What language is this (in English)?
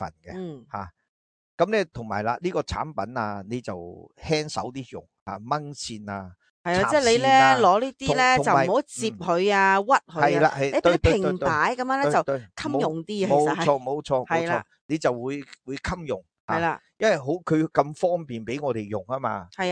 Cantonese